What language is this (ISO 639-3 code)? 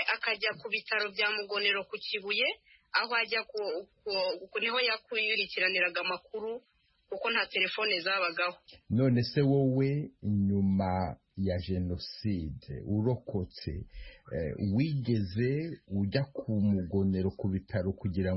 kin